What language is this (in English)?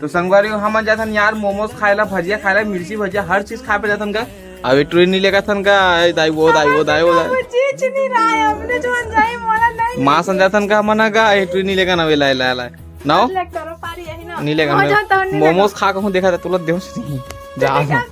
Chhattisgarhi